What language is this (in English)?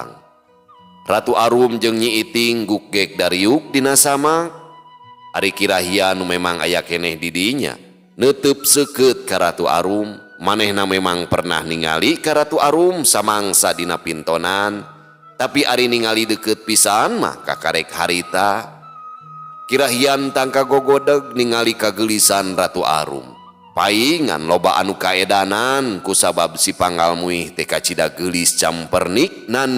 Sundanese